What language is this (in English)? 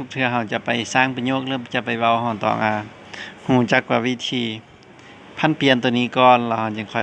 Lao